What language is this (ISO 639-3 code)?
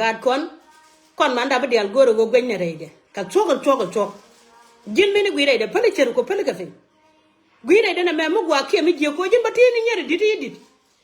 nus